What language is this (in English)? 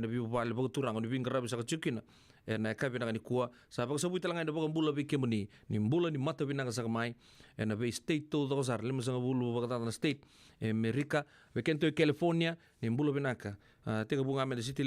Fijian